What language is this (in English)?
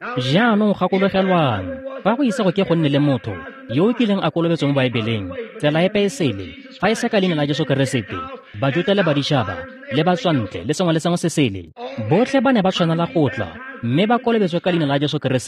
Tswana